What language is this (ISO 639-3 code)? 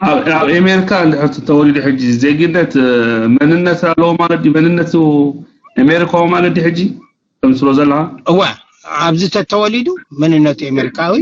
tir